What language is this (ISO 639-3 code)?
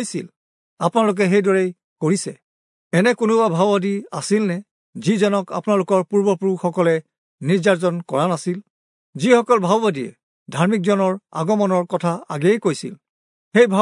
asm